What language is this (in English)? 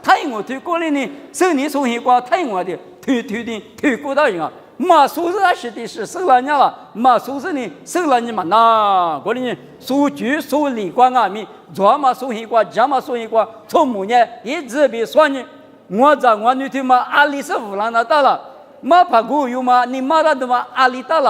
Lisu